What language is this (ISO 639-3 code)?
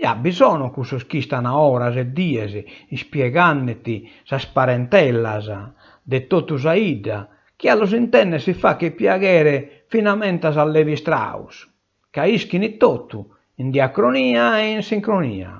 srd